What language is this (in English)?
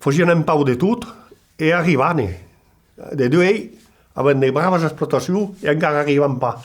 Occitan